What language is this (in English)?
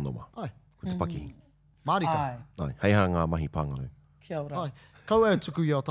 Māori